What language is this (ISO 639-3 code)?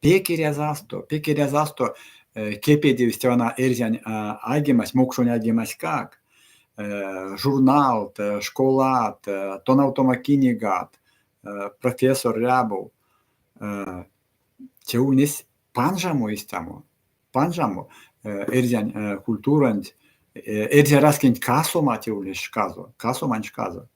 myv